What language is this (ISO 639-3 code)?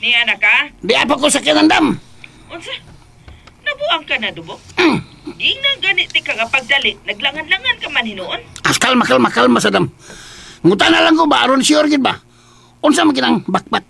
ceb